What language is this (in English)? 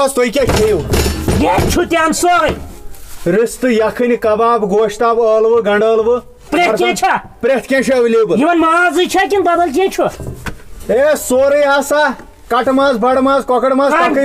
Kashmiri